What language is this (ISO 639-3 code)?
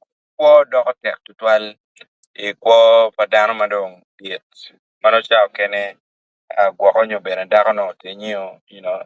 ach